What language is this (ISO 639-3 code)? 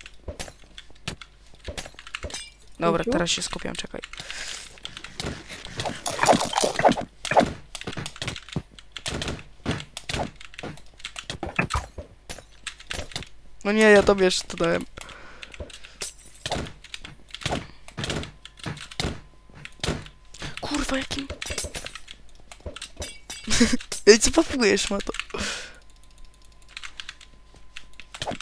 pol